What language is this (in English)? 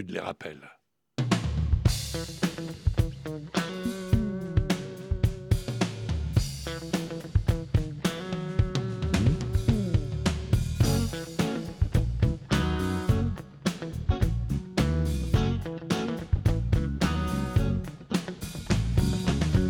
French